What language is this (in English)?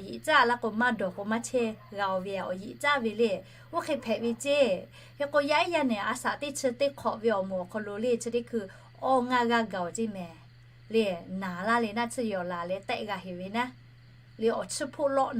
Lahu